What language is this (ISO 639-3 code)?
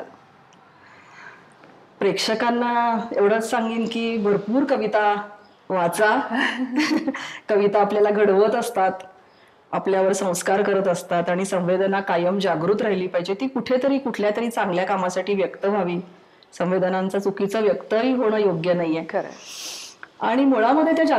mar